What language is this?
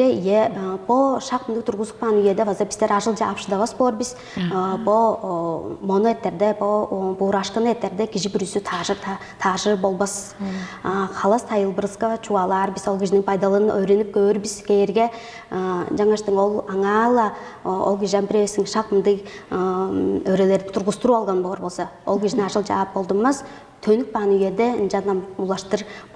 Tuvinian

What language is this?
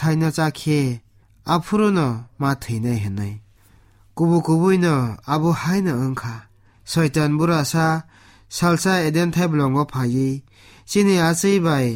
Kok Borok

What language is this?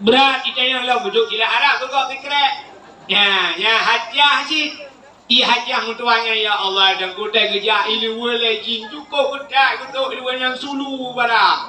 Achinese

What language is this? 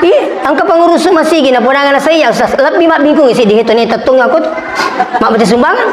Buginese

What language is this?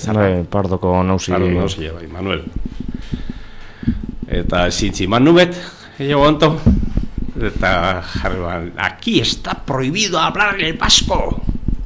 Basque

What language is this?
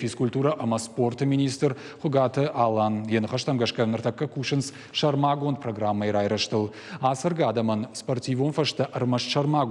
Ossetic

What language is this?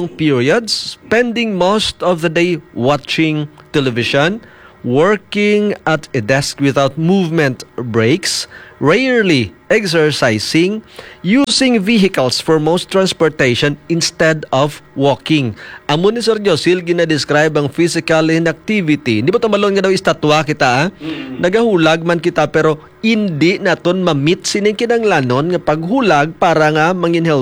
Hiligaynon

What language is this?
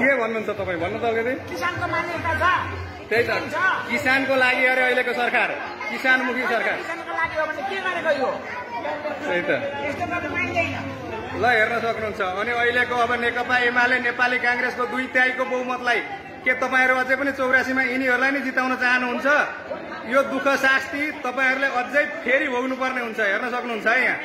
Nepali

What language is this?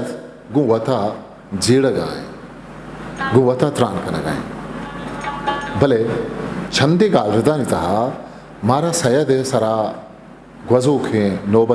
Eastern Balochi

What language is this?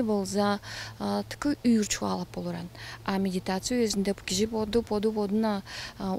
Tuvinian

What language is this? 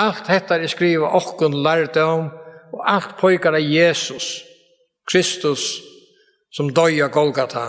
Faroese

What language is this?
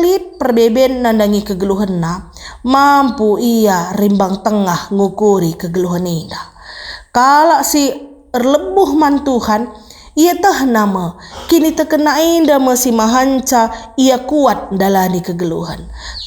Batak Karo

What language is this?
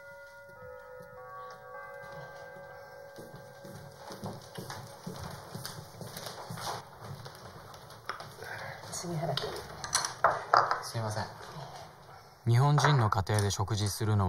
Japanese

